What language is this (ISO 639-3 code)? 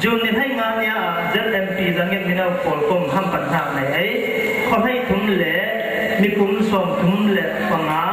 cfm